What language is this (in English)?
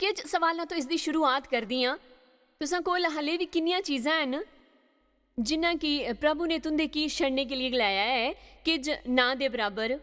Dogri